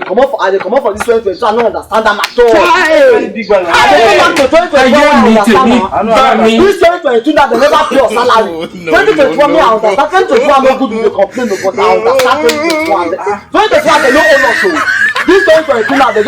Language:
Nigerian Pidgin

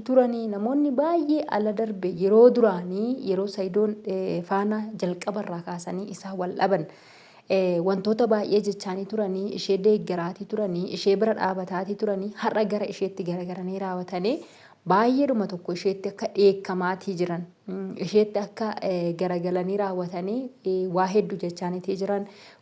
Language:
Oromo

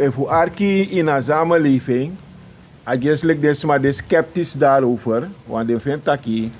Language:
Sranan Tongo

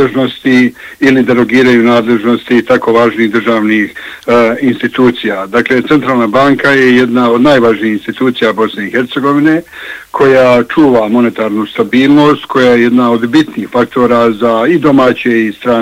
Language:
Bosnian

